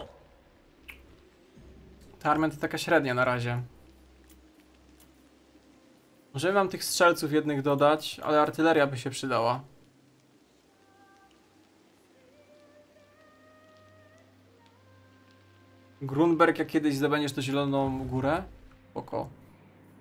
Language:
Polish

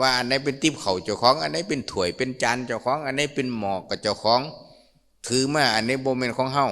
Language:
Lao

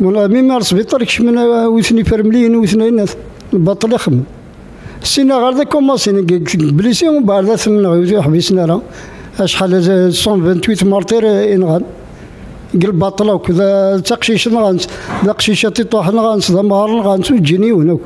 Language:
Kabyle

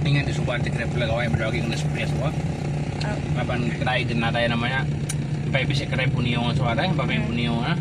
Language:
Iban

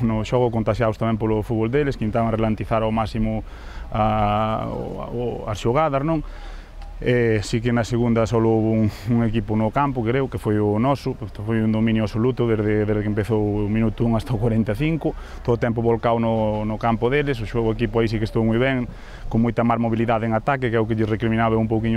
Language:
Galician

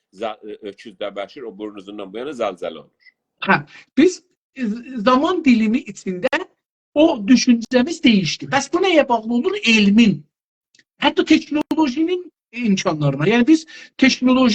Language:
South Azerbaijani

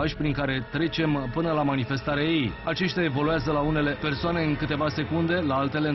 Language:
Romanian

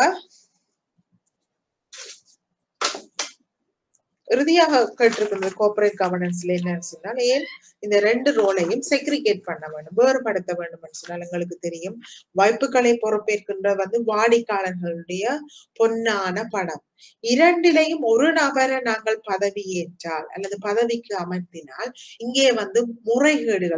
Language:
Tamil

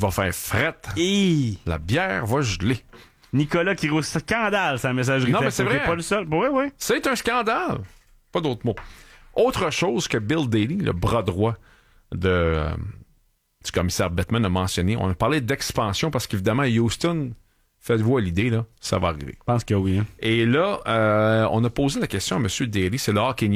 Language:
French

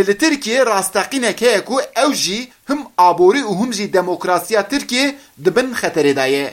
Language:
Kurdish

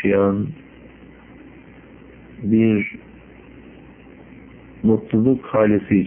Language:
Turkish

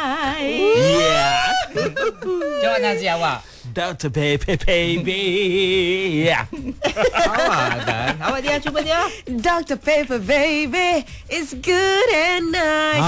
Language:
Malay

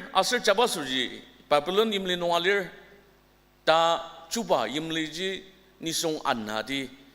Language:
Ao Naga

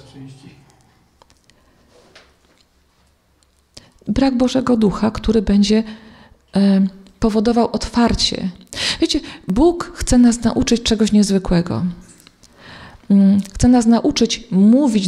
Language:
Polish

